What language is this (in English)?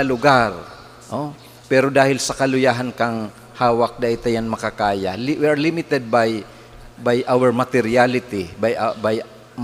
Bikol